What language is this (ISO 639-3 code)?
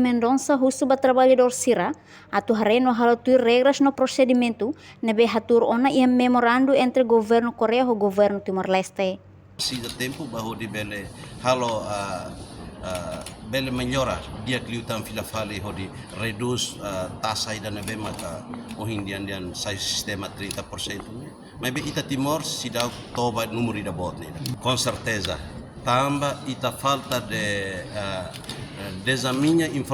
tet